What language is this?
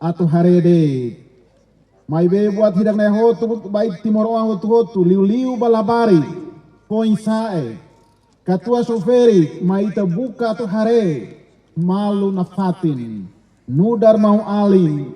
Tetum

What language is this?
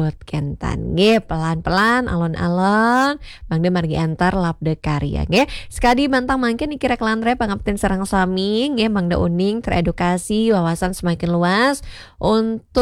Balinese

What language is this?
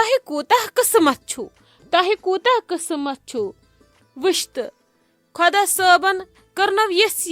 Kashmiri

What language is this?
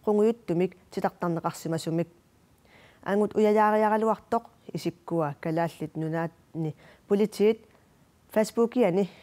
Kalaallisut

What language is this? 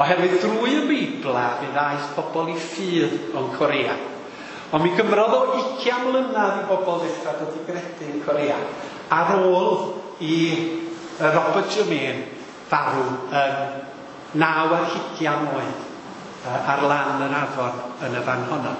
Welsh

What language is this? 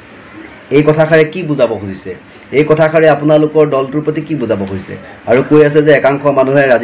Assamese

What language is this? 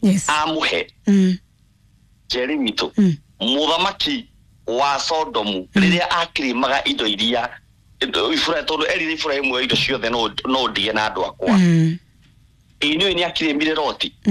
Kikuyu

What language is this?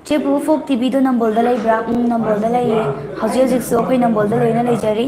Manipuri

